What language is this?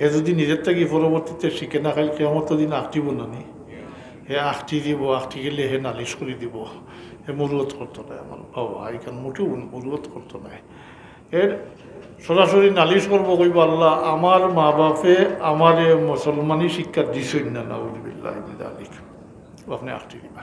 Sylheti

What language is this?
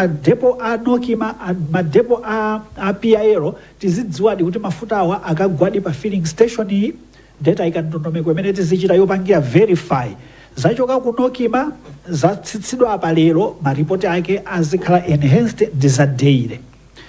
Nyanja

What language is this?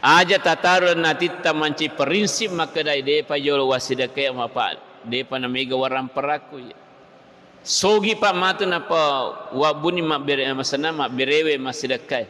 Buginese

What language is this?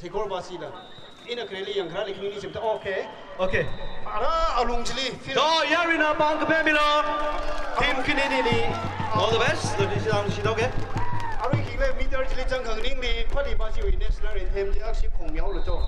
Tangkhul Naga (India)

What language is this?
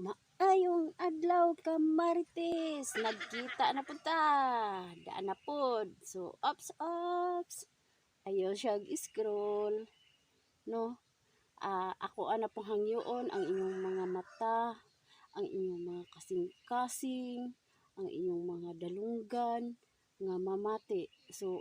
Cebuano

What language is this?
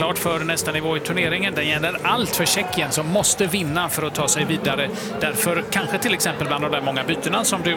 Swedish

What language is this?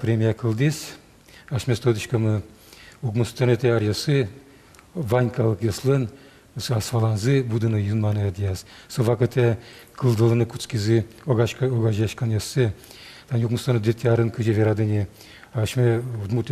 Udmurt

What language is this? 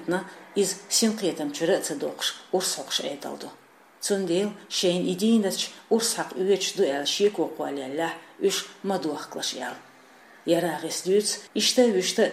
Chechen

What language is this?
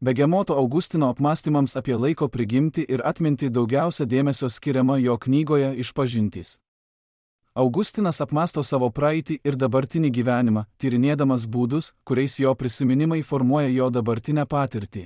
Lithuanian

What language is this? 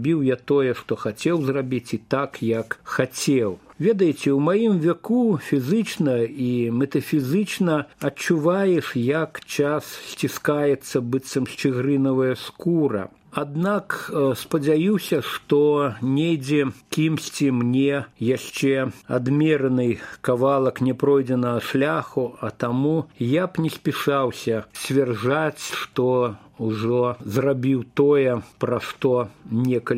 Belarusian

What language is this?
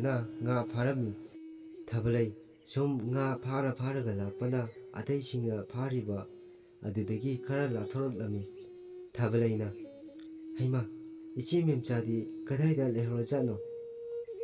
Manipuri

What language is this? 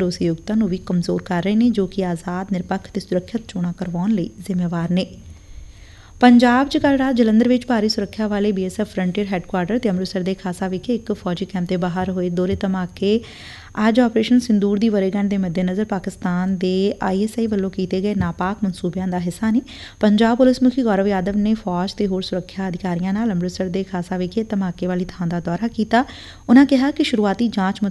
Punjabi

